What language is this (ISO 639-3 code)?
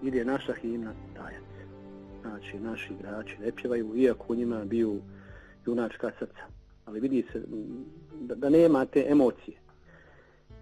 bos